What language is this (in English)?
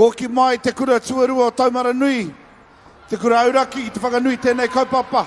Māori